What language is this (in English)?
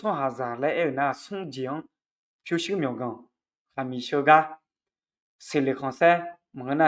Akha